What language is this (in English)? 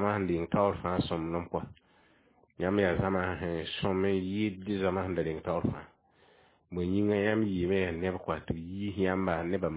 Mossi